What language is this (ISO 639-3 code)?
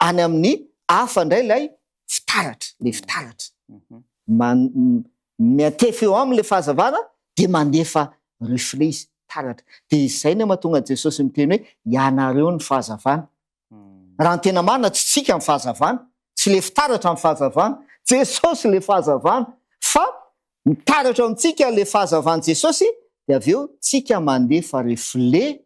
mlg